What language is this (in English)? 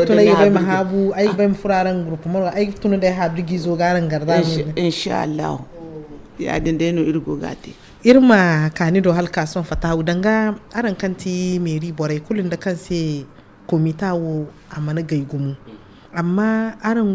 Zarma